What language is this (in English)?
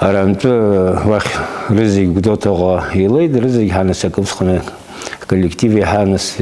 Abkhazian